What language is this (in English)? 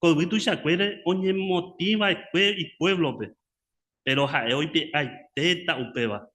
Guarani